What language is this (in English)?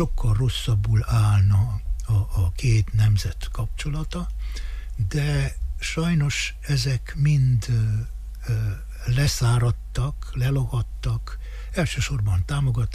Hungarian